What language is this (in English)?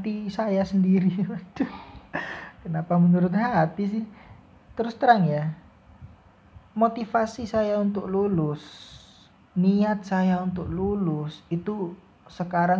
Indonesian